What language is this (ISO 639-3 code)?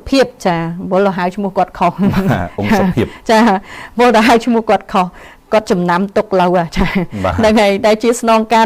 khm